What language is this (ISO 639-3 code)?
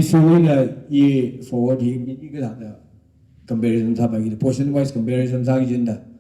nmf